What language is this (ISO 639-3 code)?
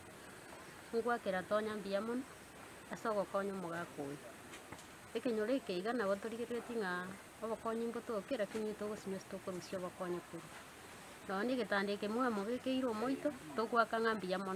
guz